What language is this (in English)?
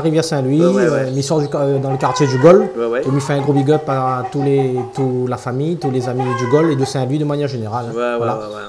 Réunion Creole French